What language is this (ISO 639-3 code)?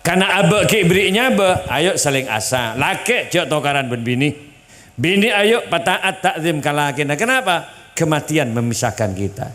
mad